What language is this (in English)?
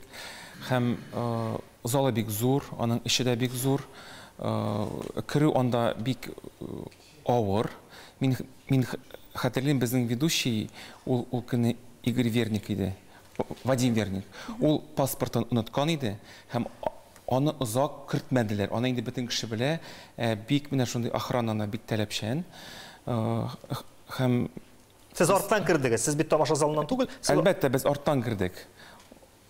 Tatar